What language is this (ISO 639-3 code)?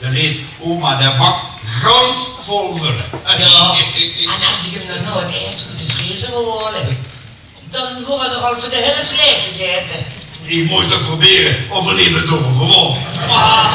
lim